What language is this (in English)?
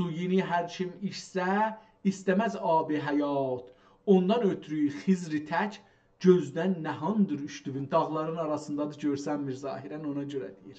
South Azerbaijani